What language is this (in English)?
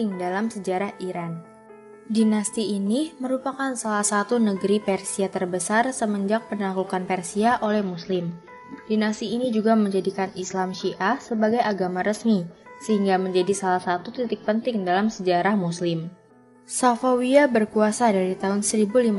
Indonesian